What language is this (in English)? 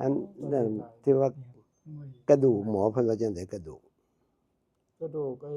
Northeastern Thai